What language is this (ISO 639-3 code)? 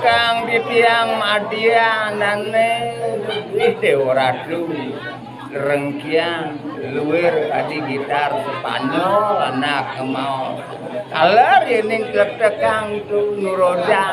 ban